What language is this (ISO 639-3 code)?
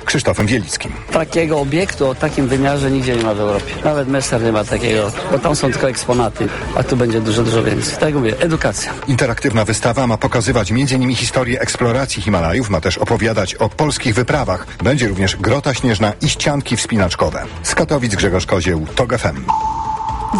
pol